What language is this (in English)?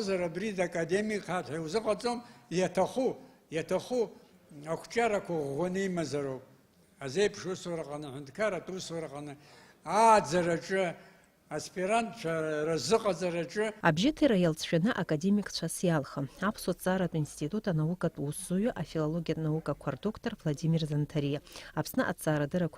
Abkhazian